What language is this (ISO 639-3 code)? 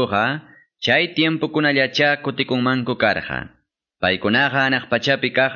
que